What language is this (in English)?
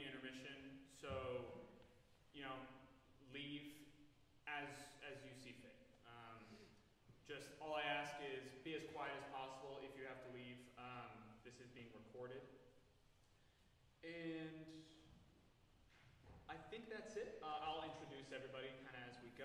English